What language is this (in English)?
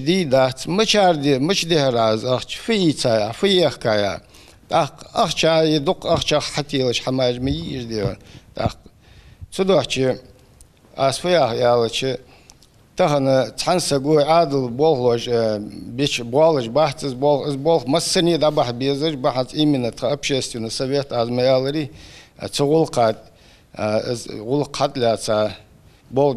Ingush